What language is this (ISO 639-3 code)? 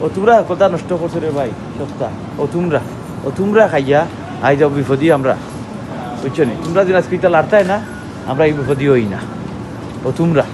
syl